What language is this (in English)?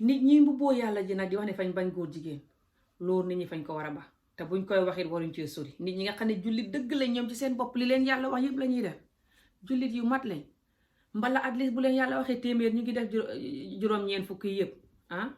Wolof